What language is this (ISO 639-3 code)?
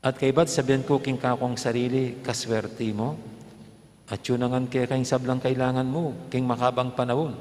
pam